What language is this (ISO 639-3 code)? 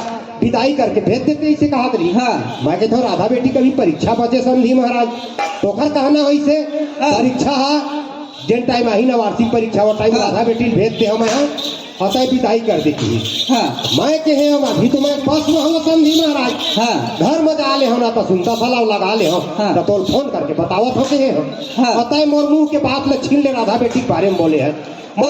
hne